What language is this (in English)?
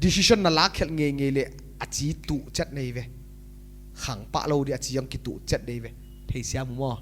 Paite Chin